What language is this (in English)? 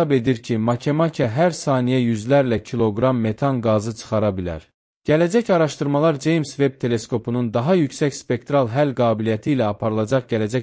Azerbaijani